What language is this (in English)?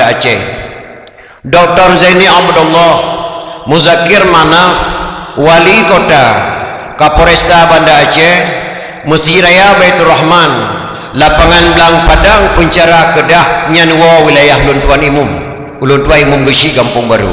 Achinese